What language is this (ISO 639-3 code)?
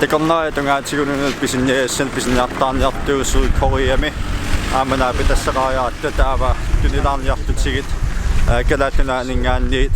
kal